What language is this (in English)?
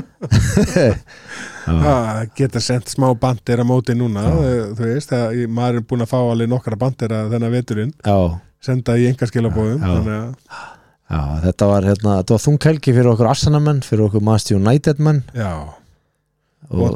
Icelandic